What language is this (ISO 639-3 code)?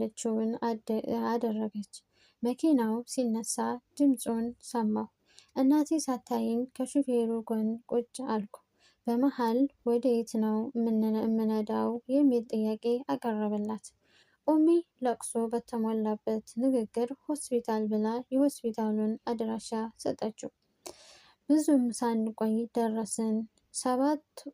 amh